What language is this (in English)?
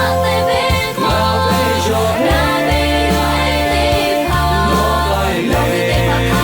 Lahu